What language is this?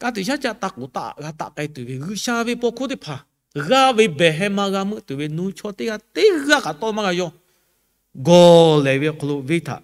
Lahu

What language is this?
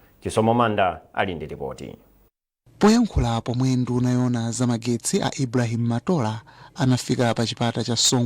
Nyanja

